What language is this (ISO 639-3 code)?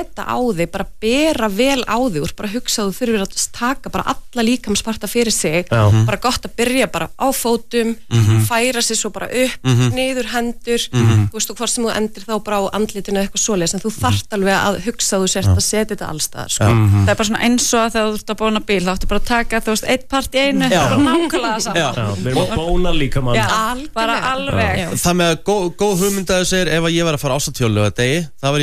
isl